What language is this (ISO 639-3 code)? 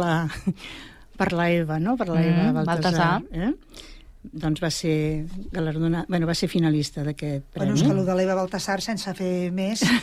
cat